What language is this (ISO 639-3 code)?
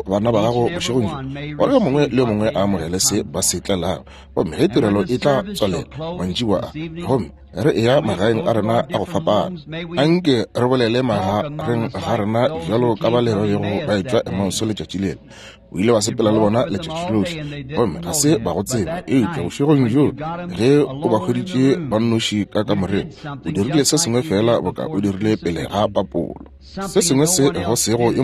nso